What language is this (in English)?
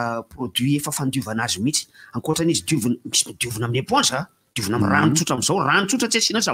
Malagasy